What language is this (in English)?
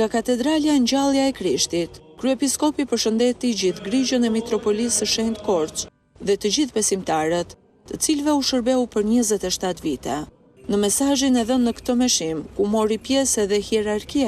Albanian